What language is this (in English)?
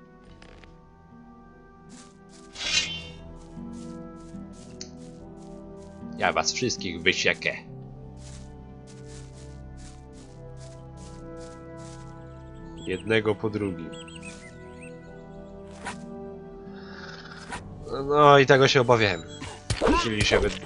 Polish